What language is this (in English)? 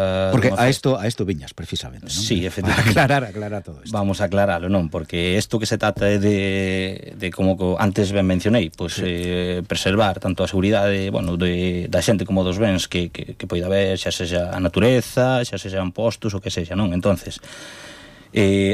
Galician